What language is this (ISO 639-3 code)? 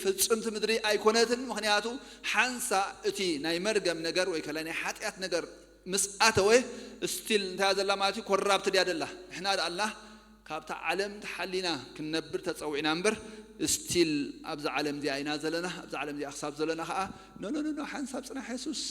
tir